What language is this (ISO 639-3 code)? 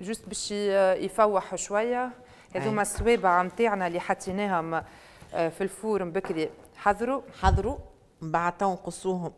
aeb